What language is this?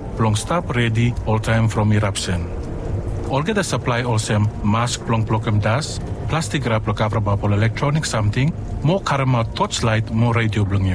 Bislama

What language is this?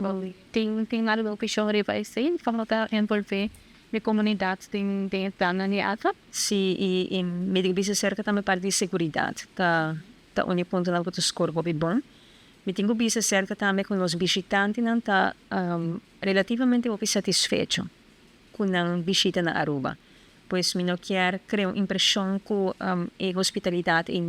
Papiamento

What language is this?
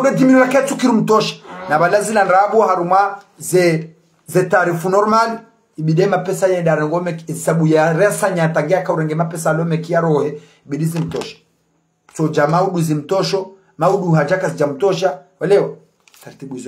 Ngazidja Comorian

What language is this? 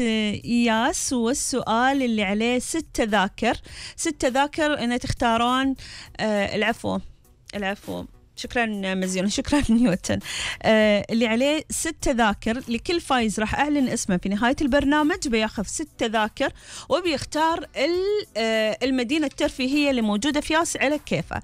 Gulf Arabic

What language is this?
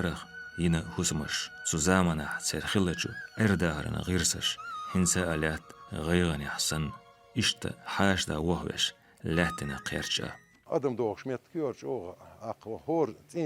Chechen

